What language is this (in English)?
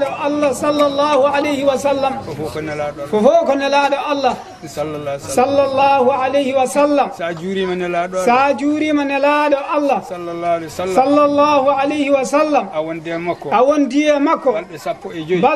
Fula